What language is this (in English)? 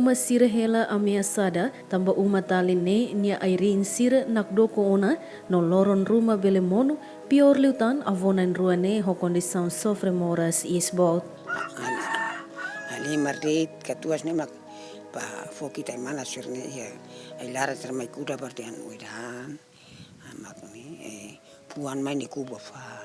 Tetum